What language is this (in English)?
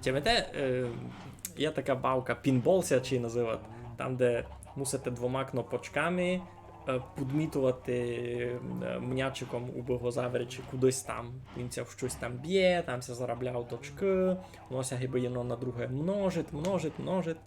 Rusyn